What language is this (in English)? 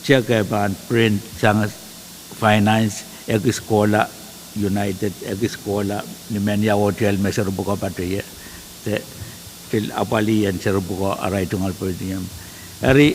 Pohnpeian